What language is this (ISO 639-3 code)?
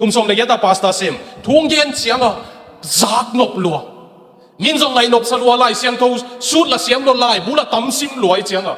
ctd